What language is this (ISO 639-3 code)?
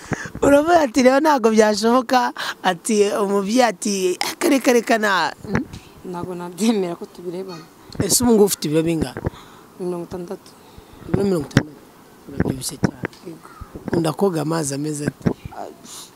kin